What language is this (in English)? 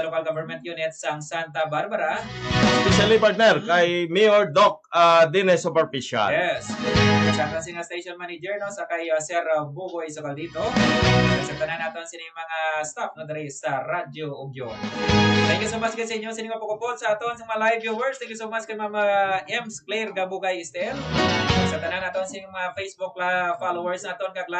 Hiligaynon